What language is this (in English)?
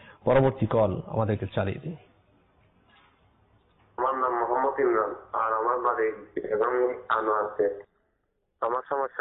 Bangla